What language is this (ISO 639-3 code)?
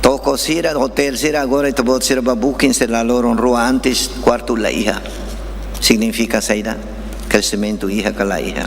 tet